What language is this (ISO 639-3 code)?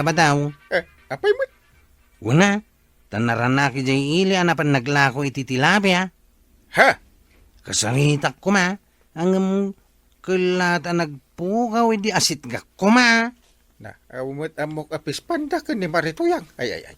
ilo